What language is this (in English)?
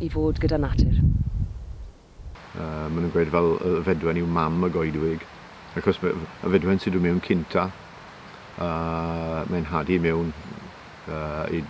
Welsh